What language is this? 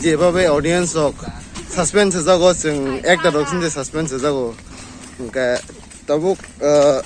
Kok Borok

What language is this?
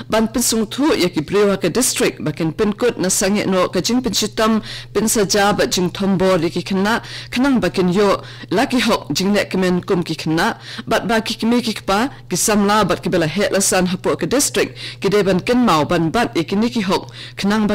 Khasi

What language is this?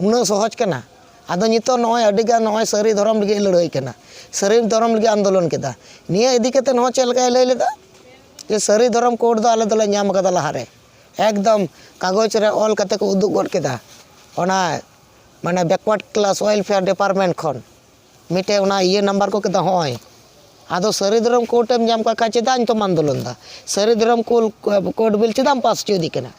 Santali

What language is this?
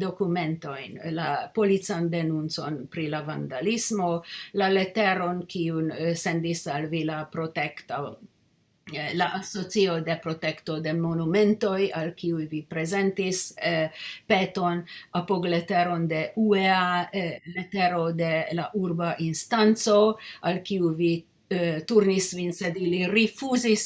Esperanto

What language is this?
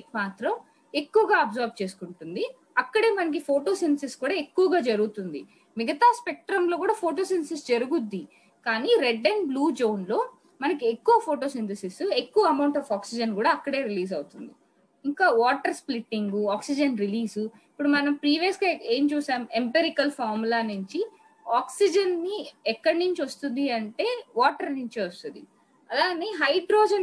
Telugu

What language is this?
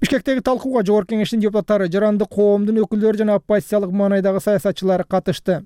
Kyrgyz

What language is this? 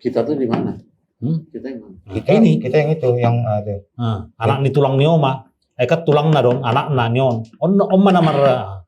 Batak Toba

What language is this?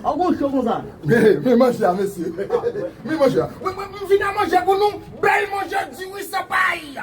Haitian Creole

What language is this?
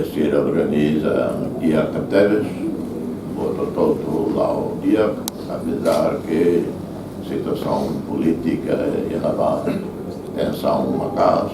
Tetum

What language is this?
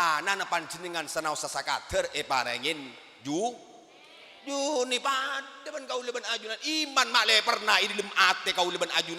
Madurese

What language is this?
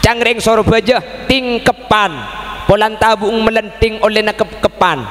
Madurese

